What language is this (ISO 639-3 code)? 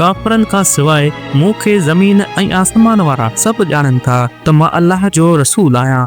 snd